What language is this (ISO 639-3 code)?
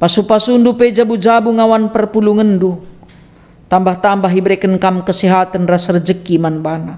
btx